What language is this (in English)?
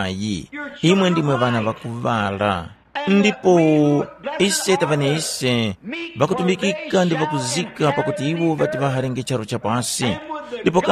Tumbuka